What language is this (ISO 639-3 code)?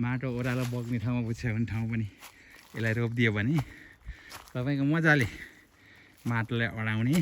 nep